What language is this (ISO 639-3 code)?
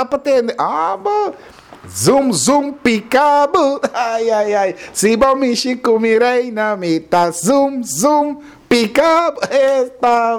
pap